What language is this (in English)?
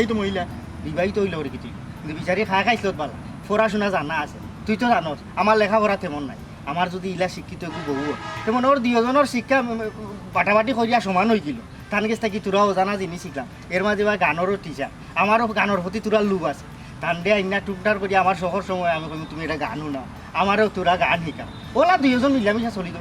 Sylheti